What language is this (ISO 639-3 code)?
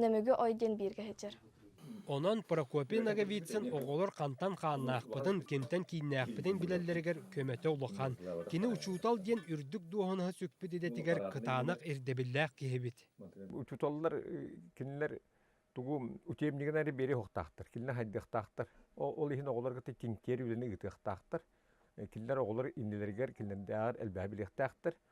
sah